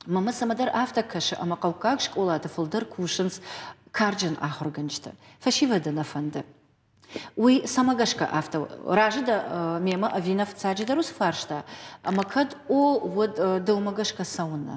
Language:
Ossetic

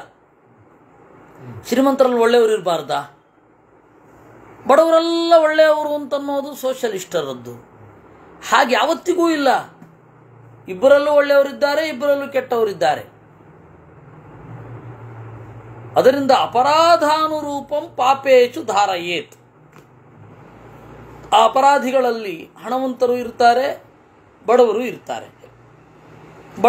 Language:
Kannada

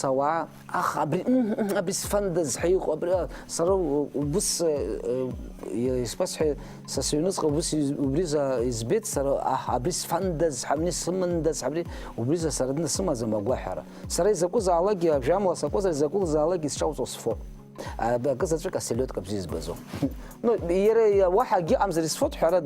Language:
Abkhazian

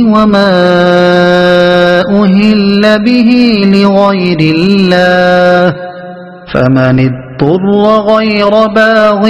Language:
Arabic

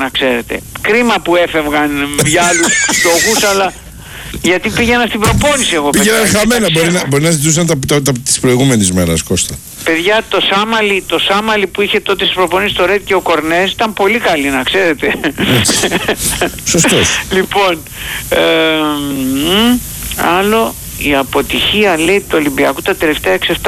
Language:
Greek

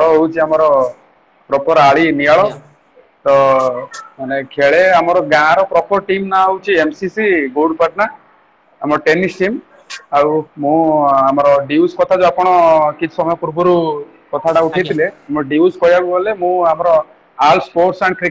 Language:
Odia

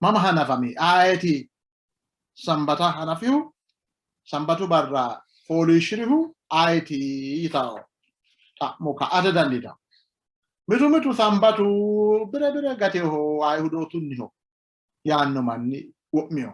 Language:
Sidamo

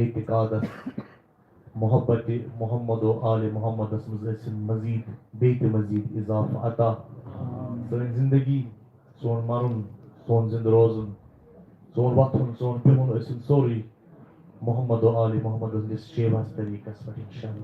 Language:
Kashmiri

